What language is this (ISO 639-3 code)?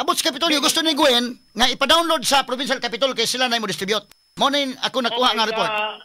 ceb